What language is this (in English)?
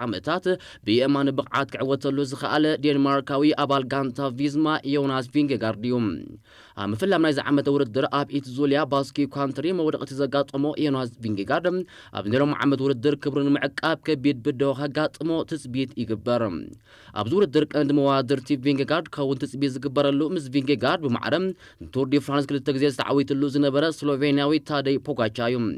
Tigrinya